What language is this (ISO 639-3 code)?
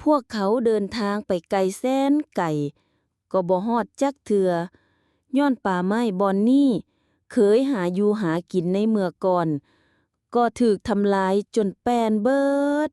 lao